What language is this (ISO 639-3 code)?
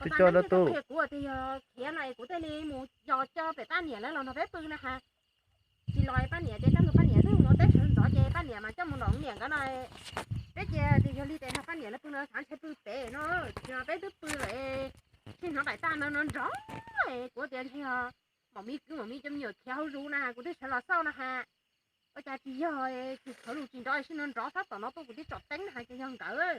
hmn